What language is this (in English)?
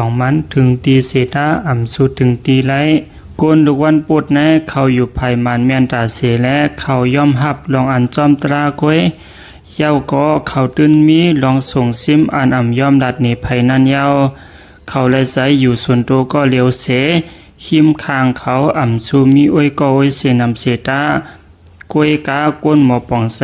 Shan